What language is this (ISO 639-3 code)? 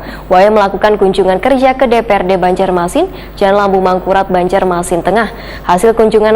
bjn